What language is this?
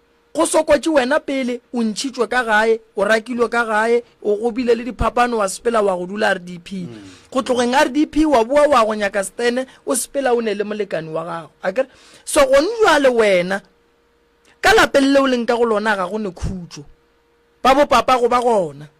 Northern Sotho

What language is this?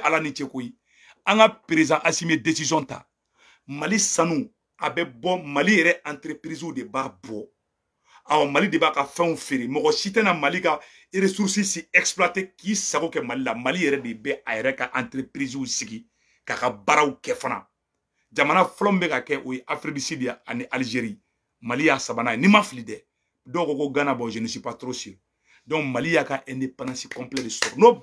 Bambara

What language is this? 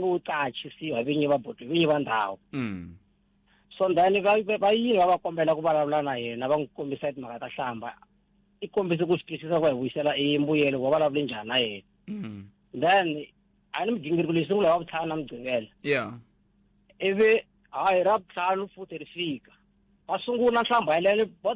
Tsonga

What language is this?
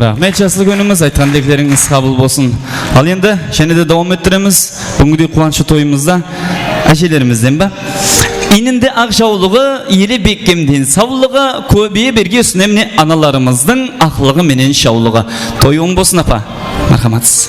Kara-Kalpak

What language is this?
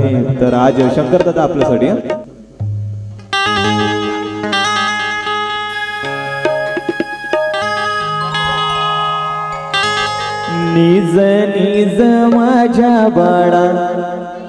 Marathi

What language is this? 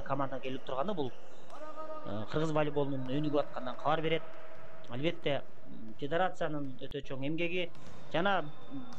Kyrgyz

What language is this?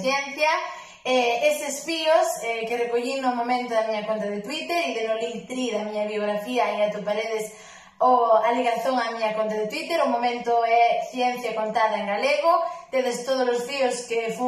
Galician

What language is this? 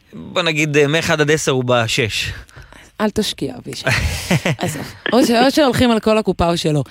Hebrew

